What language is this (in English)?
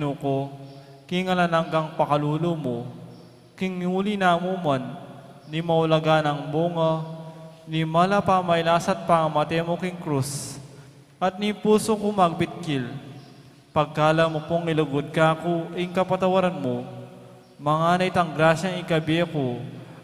Pampanga